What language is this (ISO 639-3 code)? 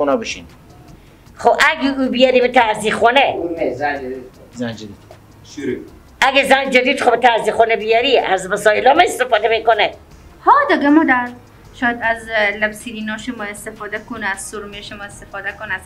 fas